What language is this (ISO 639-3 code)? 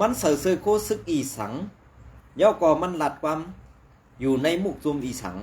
shn